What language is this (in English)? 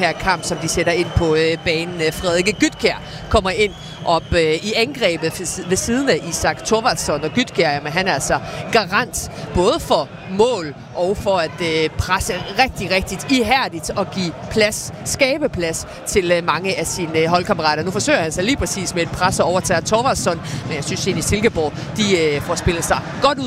Danish